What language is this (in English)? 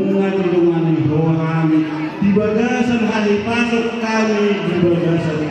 Batak Toba